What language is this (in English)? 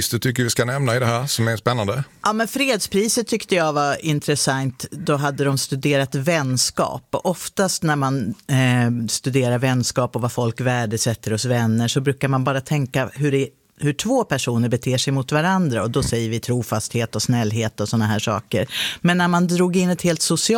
Swedish